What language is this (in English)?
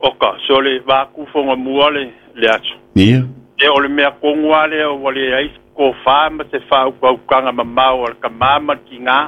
Samoan